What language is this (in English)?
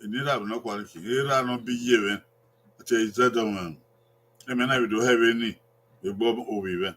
Bini